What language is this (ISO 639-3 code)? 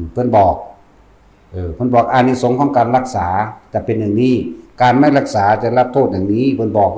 tts